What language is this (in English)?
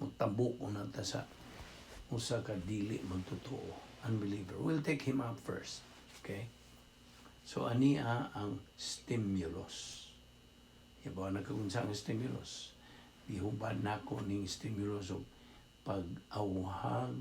Cebuano